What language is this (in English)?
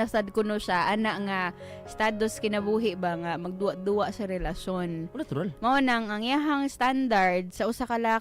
Cebuano